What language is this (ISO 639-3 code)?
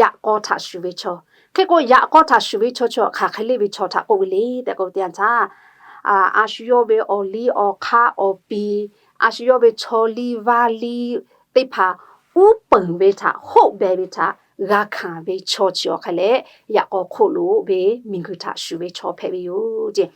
lhu